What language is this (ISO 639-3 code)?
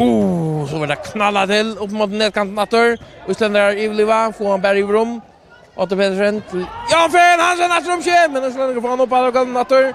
fao